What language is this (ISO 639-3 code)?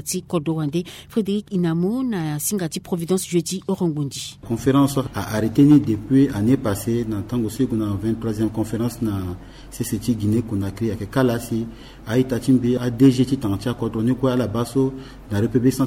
sag